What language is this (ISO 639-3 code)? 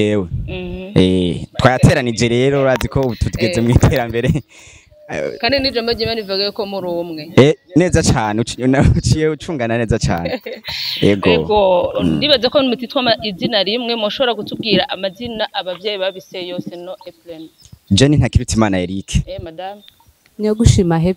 run